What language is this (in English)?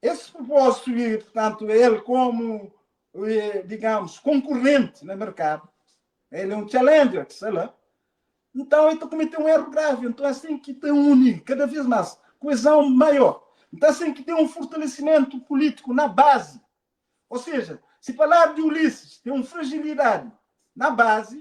Kabuverdianu